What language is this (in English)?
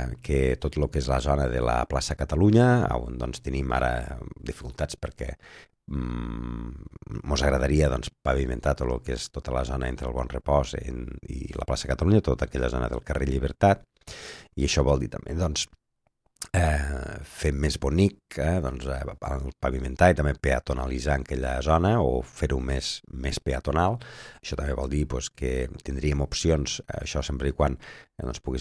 Catalan